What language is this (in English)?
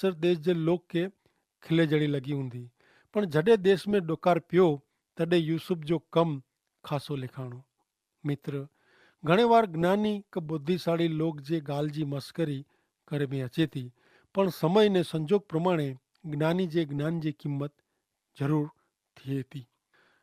Kachhi